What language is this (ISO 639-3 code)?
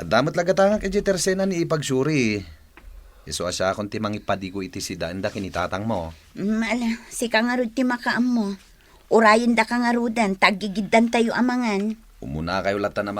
ilo